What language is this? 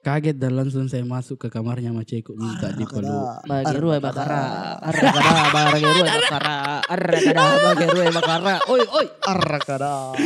Makassar Malay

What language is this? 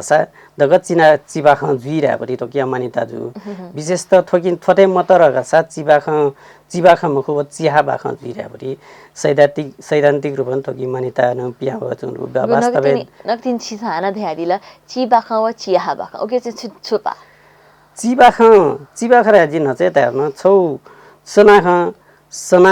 Newari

